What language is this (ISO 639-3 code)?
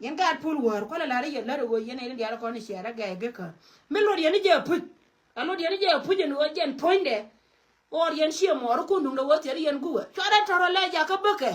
nus